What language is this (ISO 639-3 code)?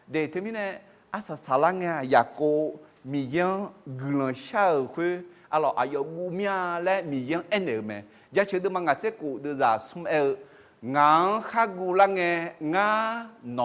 ahk